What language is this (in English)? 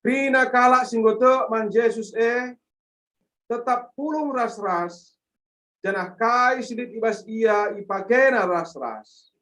Batak Karo